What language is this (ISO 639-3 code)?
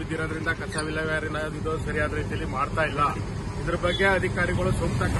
kan